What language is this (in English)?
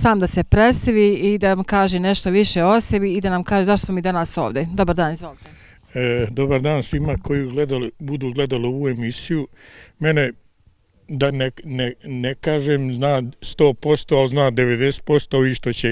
Bosnian